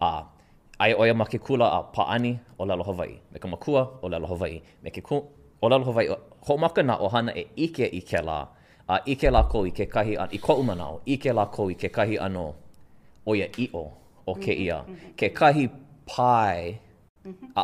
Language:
Hawaiian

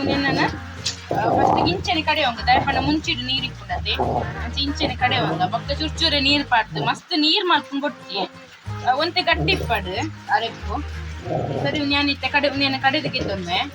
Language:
Tulu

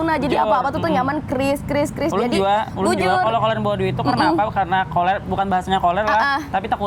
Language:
Banjar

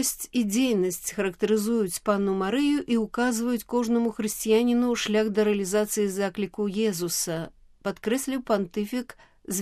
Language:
Belarusian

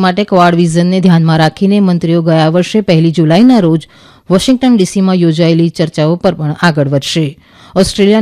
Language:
Gujarati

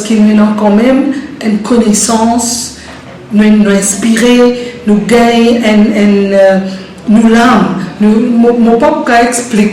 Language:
Morisyen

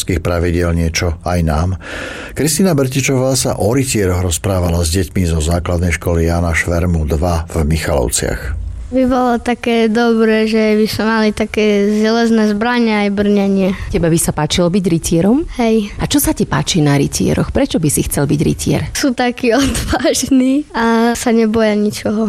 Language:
Slovak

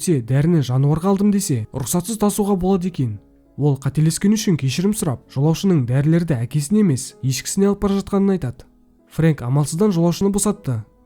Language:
Kazakh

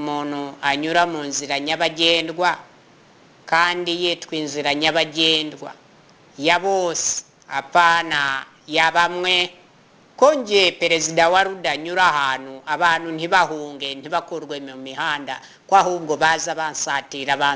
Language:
Kinyarwanda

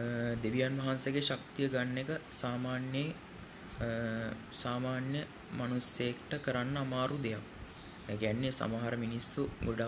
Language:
Sinhala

